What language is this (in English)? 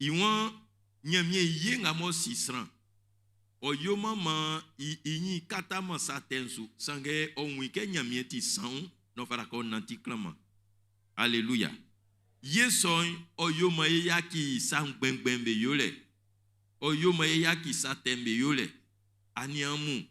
Baoulé